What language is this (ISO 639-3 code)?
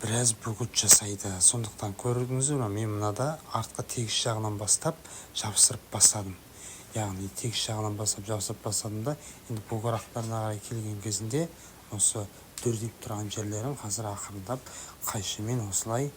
kaz